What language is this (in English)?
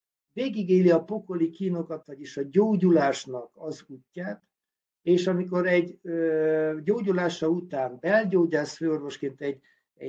Hungarian